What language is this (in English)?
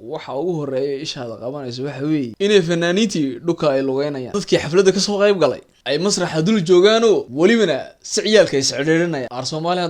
Somali